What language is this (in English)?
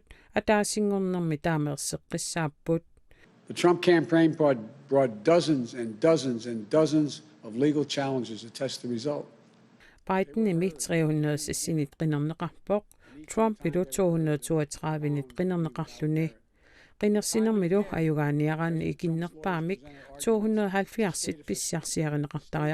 Kalaallisut